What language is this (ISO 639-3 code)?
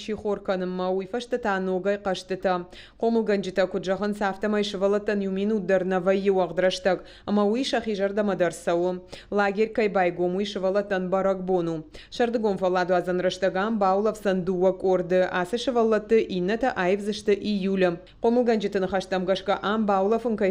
oss